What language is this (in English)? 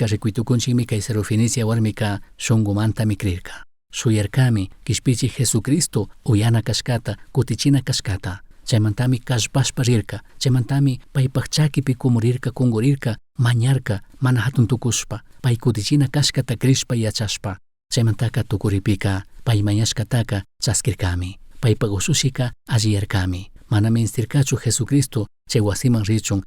Chimborazo Highland Quichua